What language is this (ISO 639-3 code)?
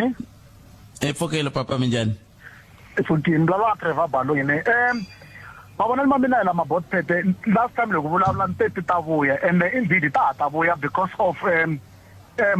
tso